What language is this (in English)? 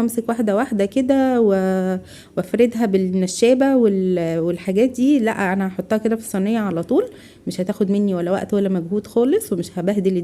Egyptian Arabic